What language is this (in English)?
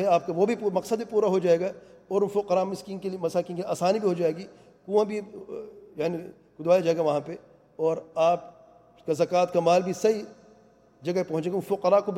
Urdu